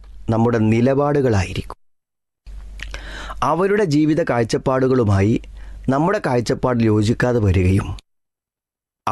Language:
Malayalam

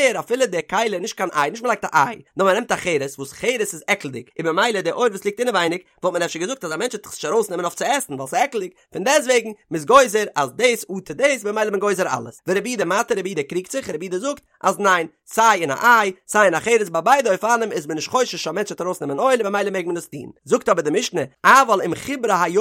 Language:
Yiddish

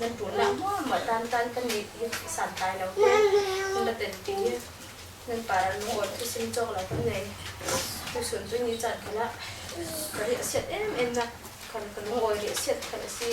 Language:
Falam Chin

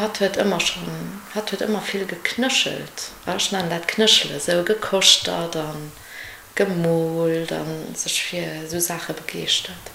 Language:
Luxembourgish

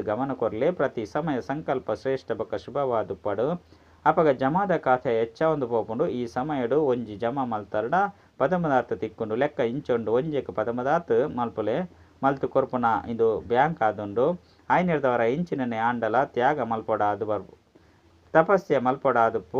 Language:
Tulu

